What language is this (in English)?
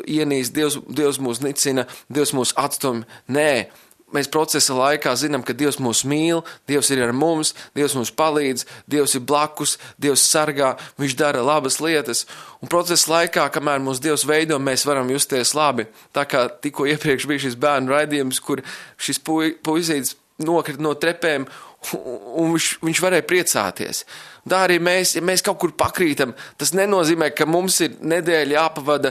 Latvian